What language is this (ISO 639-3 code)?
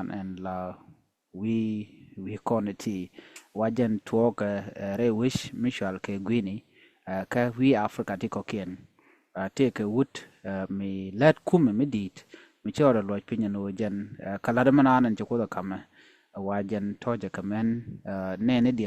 nus